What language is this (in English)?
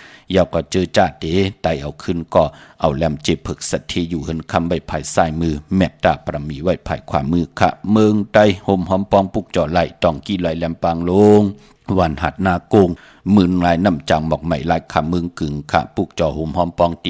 Shan